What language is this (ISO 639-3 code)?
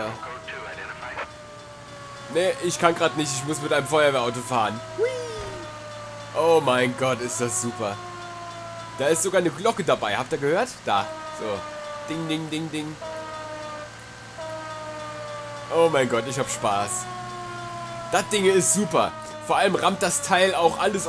deu